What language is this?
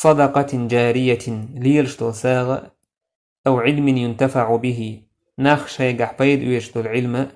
Chechen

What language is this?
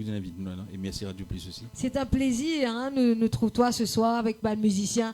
Morisyen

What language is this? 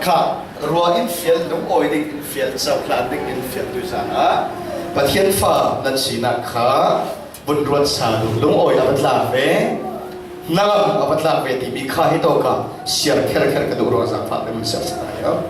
Falam Chin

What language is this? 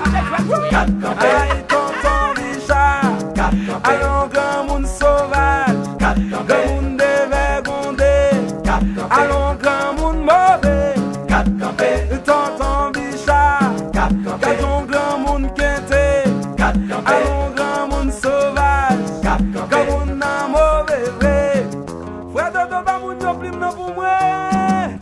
Haitian Creole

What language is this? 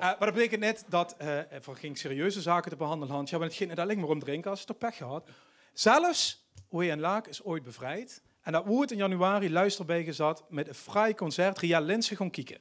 Limburgish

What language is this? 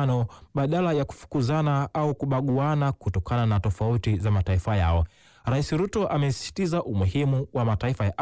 Swahili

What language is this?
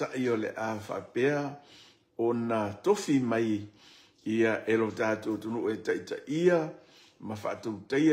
Samoan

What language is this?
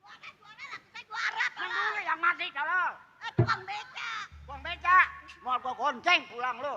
Betawi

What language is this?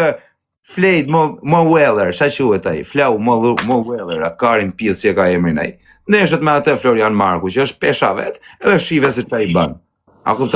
Albanian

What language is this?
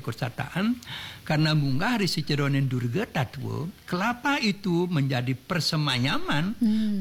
Balinese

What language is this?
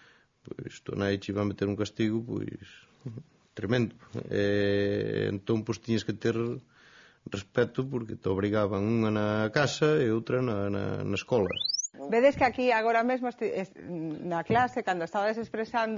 Galician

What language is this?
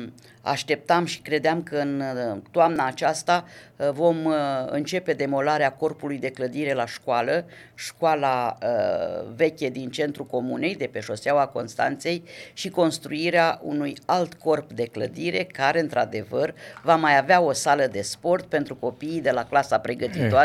Romanian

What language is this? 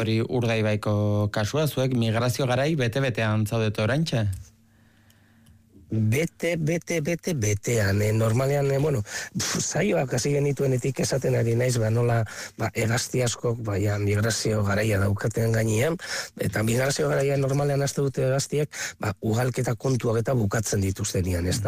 Basque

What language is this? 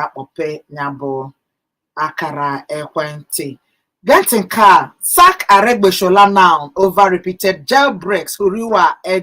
Igbo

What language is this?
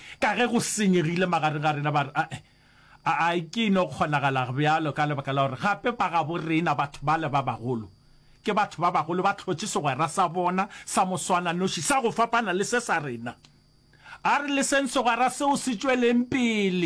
Northern Sotho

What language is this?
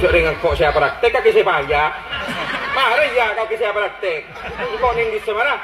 Madurese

